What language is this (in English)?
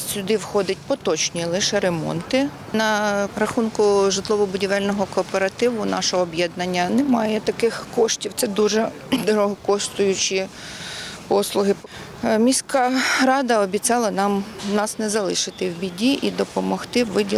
Ukrainian